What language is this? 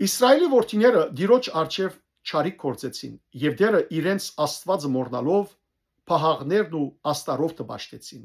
Western Armenian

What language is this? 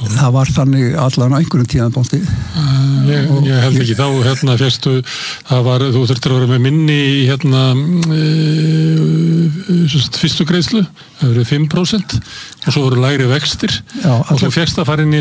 Icelandic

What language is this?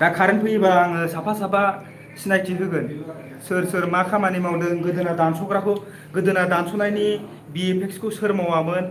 Bodo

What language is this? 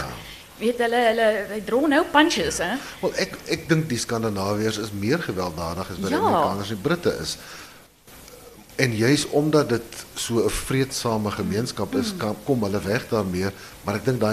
Afrikaans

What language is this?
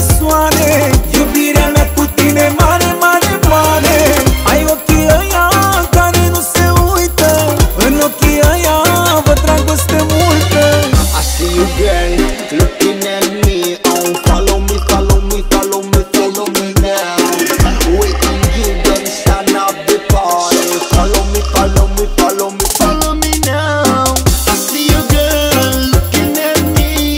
Romanian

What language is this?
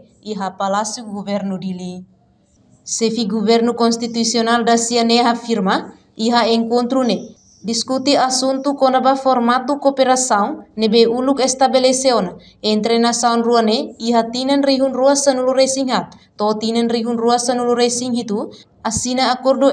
Tetum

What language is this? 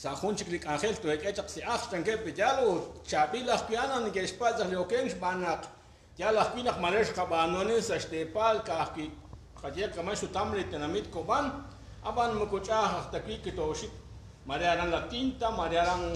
Kekchí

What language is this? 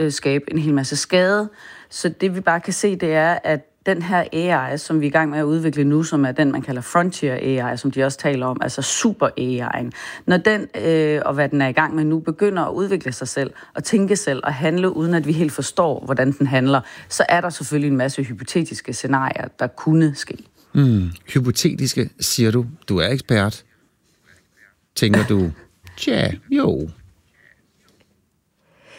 Danish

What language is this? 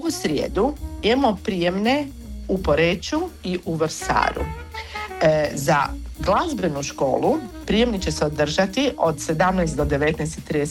Croatian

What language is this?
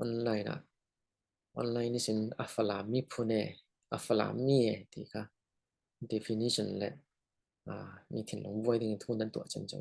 Falam Chin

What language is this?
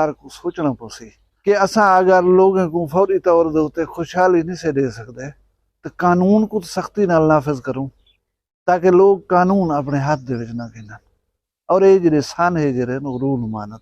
Saraiki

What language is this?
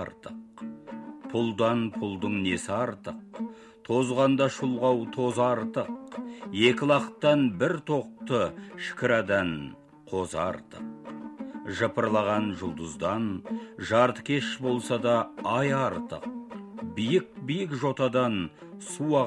Kazakh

